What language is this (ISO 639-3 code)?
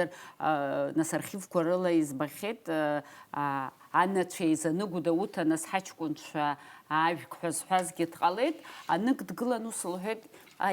abk